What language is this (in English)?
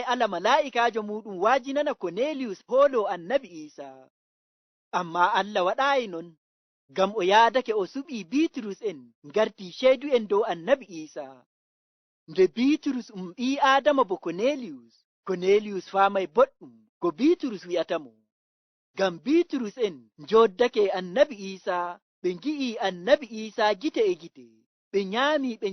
Nigerian Fulfulde